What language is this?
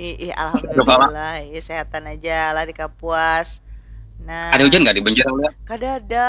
Banjar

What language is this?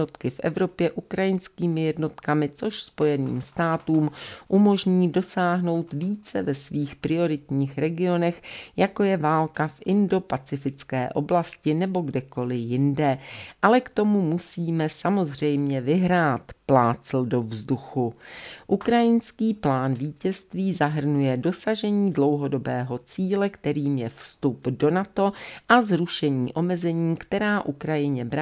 Czech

